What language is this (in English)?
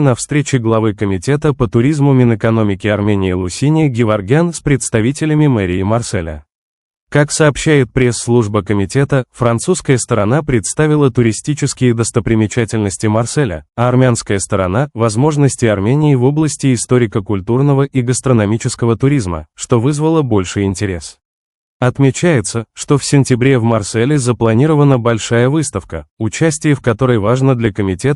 Russian